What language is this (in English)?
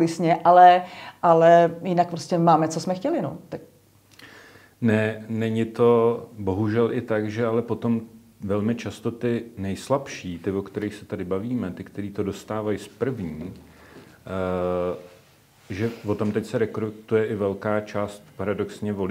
Czech